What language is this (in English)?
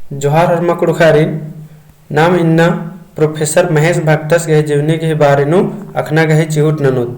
Kurukh